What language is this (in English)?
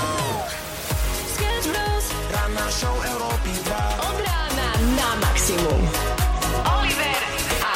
Slovak